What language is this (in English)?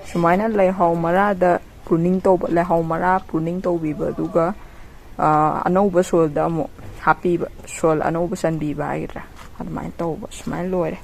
Manipuri